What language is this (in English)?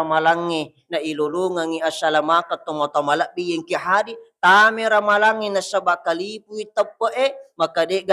Buginese